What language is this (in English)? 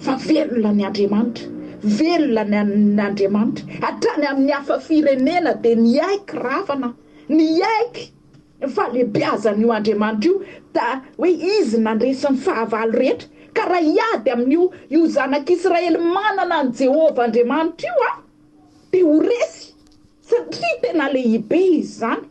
Malagasy